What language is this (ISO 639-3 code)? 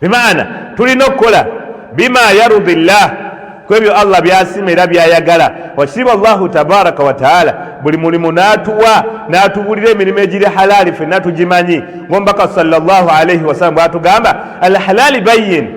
lug